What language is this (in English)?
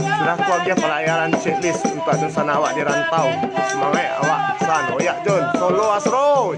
Minangkabau